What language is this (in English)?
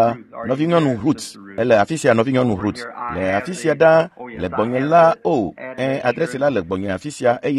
Ewe